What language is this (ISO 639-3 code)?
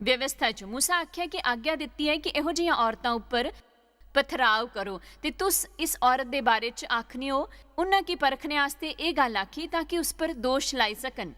doi